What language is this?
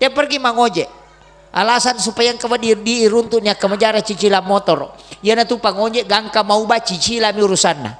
Buginese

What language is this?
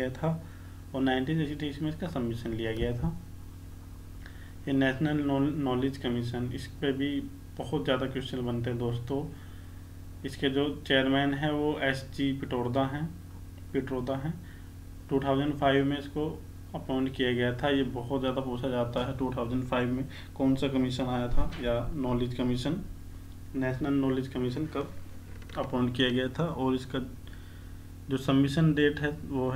Hindi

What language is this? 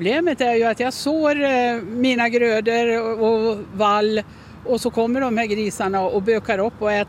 Swedish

